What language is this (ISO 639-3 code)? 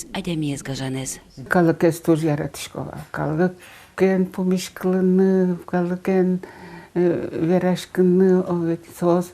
udm